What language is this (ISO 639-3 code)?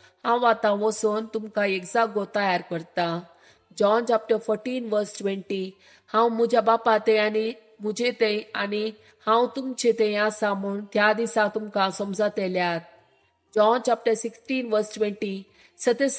kok